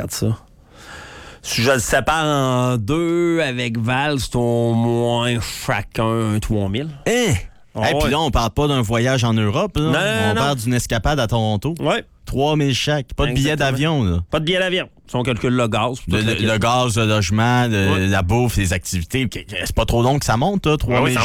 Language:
French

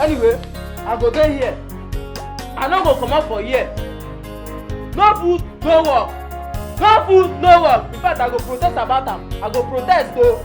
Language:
Nigerian Pidgin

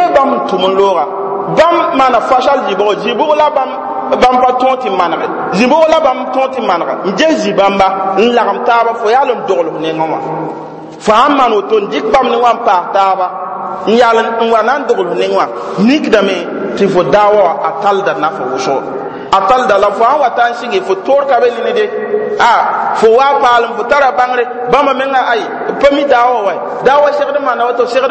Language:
Mossi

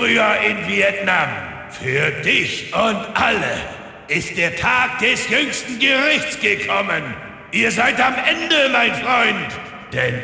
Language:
Bavarian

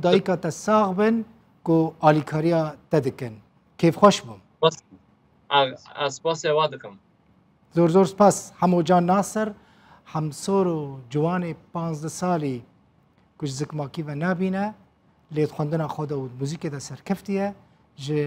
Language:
Kurdish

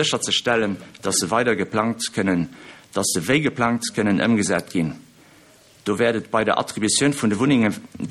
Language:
Luxembourgish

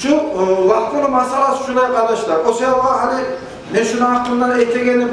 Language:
Kumyk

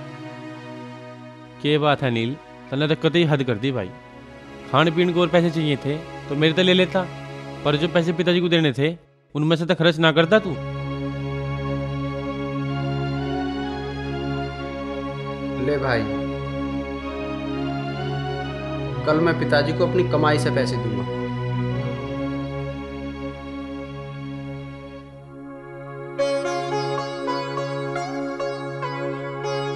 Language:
Haryanvi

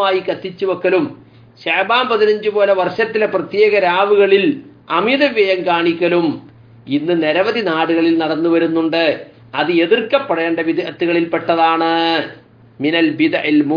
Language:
Malayalam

